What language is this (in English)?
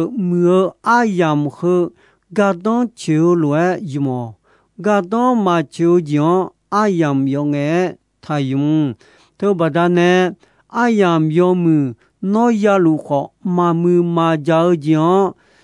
Akha